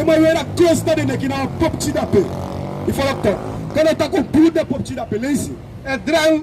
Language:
Sranan Tongo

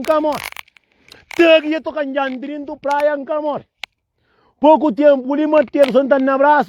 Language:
Kabuverdianu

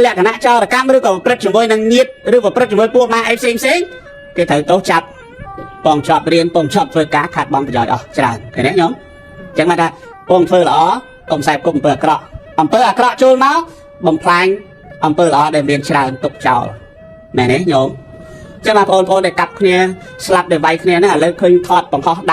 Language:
Khmer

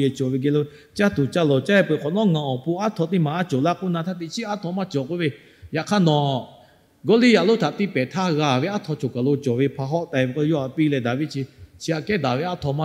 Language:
Lahu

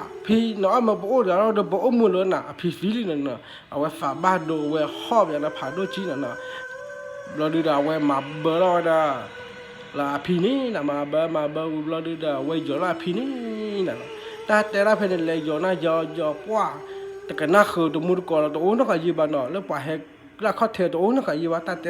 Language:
S'gaw Karen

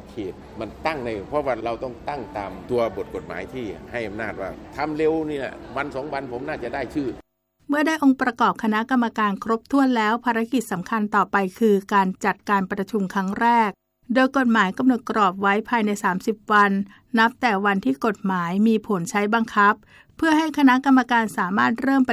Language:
Thai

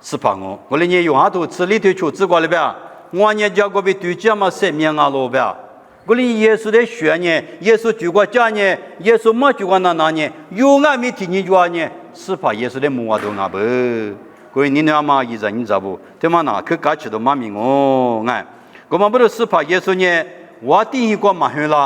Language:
Lisu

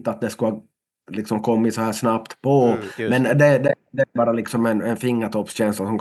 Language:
Swedish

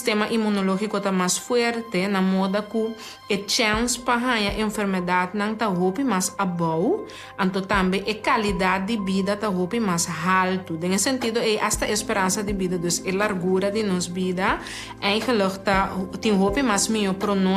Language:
Papiamento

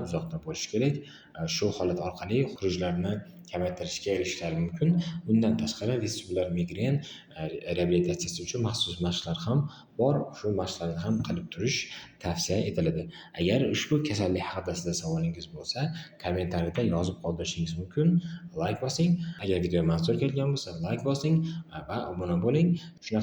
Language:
Uzbek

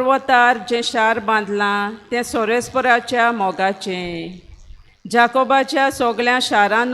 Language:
Konkani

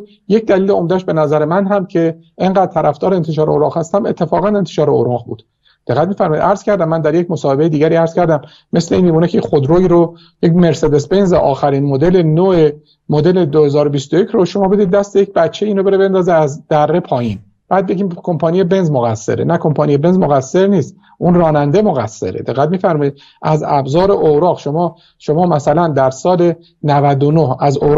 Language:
Persian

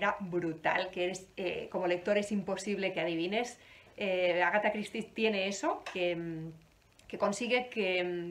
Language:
Spanish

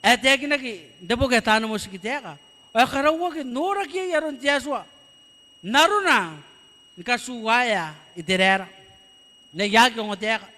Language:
Gilbertese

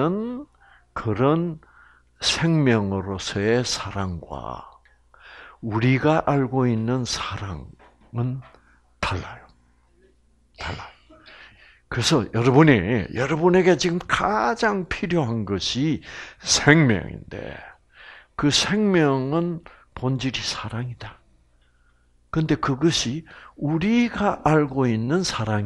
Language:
Korean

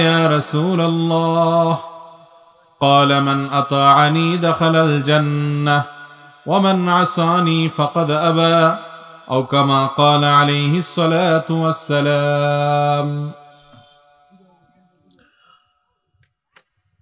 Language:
Bangla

